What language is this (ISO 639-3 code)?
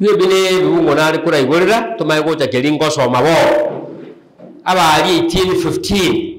guz